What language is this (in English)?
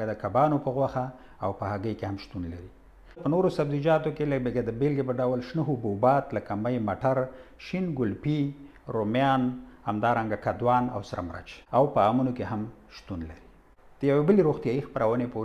Pashto